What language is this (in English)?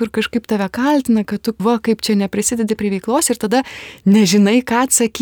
Lithuanian